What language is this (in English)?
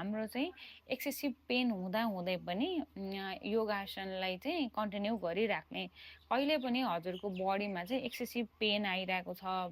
Nepali